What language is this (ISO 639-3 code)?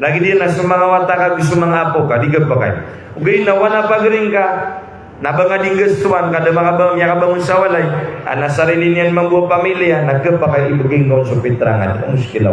mrw